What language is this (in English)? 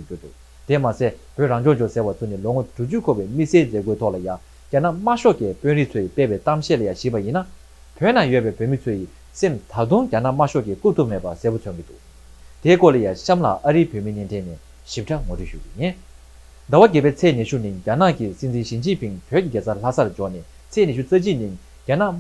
Tibetan